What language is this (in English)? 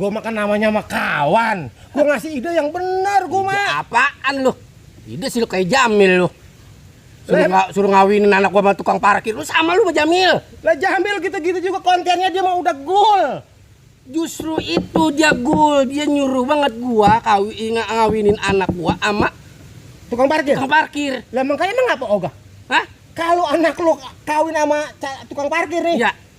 Betawi